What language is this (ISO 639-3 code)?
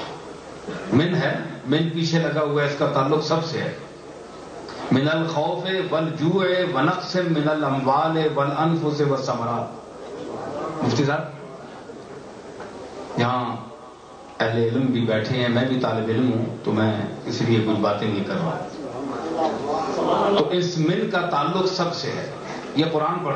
urd